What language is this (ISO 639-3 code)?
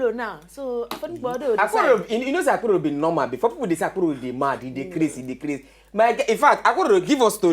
pcm